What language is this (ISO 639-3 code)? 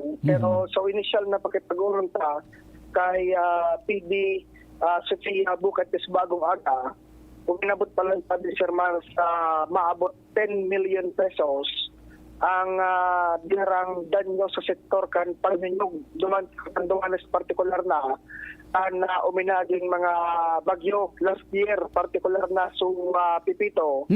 bik